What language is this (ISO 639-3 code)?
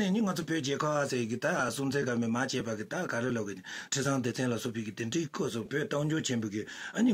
bod